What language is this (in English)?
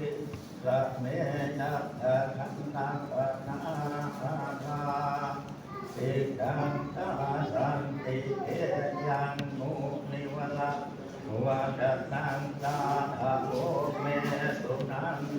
Pali